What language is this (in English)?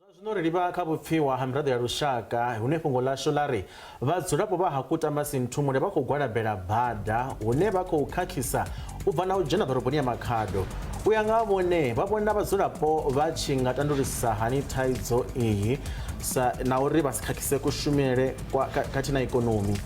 Venda